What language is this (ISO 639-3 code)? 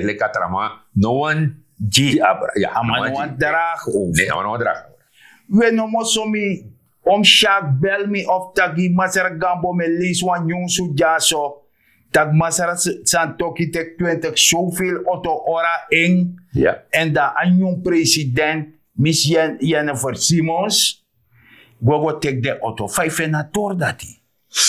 srn